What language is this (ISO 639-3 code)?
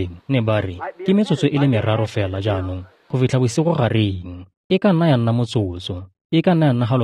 tsn